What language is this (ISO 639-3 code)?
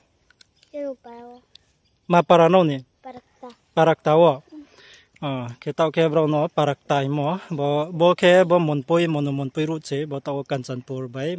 ria